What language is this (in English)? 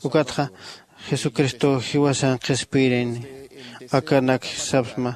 Aymara